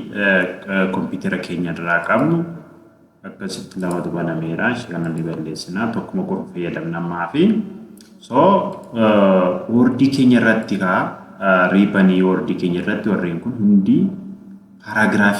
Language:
Oromo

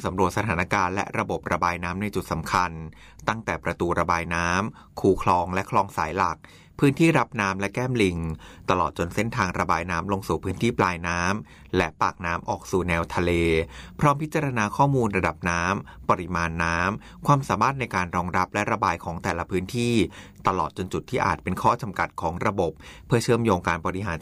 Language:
Thai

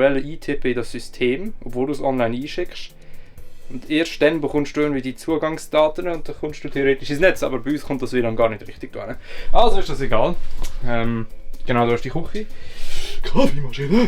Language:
Swiss German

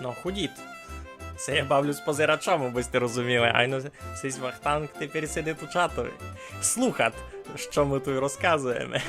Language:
Rusyn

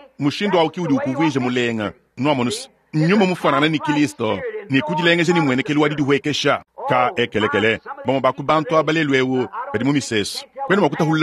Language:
Luba-Lulua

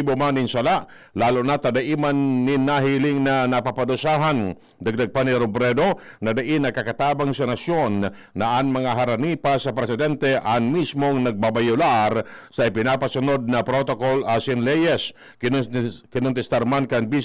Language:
Bikol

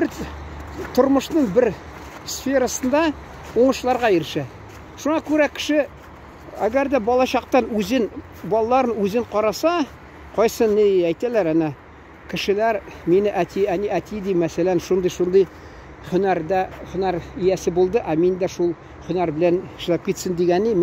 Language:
Tatar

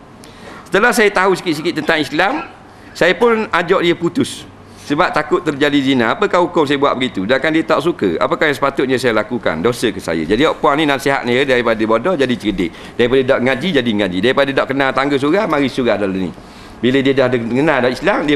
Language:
Malay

